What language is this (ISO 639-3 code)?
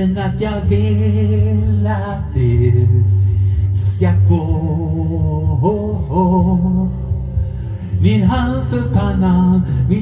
swe